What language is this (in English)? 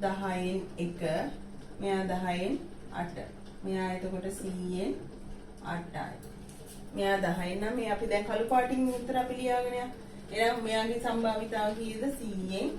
Sinhala